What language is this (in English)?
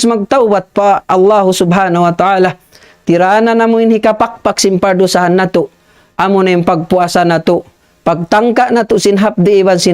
Tausug